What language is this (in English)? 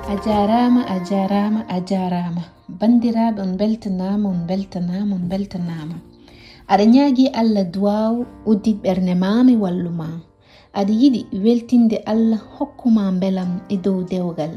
Fula